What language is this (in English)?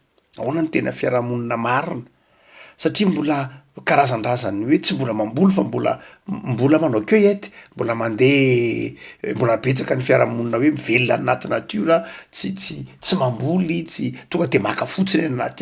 Malagasy